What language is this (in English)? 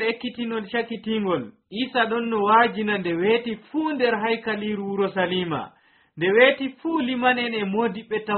Nigerian Fulfulde